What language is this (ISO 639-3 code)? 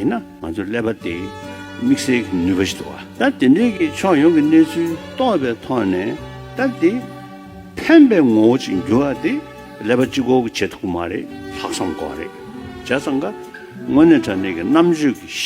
bod